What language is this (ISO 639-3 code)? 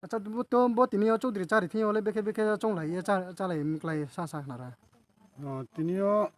ria